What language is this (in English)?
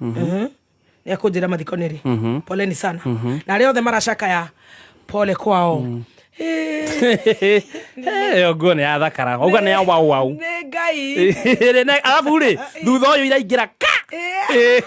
Kikuyu